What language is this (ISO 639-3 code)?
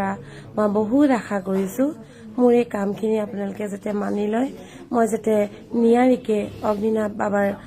asm